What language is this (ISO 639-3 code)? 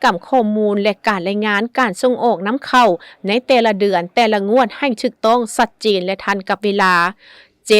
lao